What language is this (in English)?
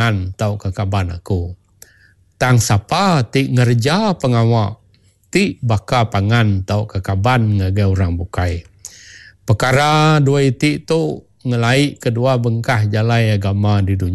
Iban